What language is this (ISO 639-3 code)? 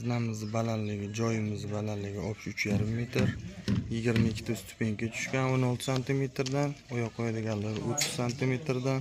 uzb